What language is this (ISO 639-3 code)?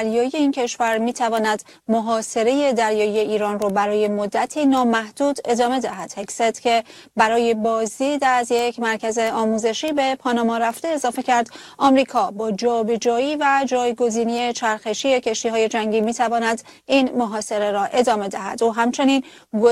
fas